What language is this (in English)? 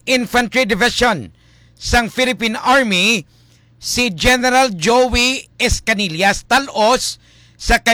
Hiligaynon